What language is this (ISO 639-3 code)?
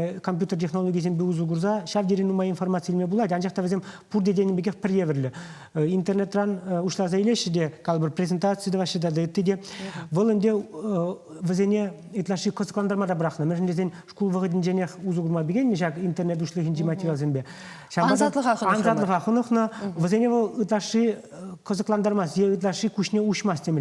chv